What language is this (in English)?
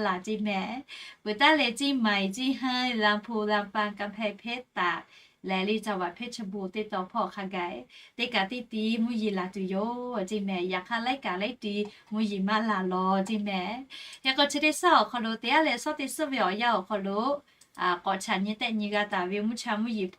Lahu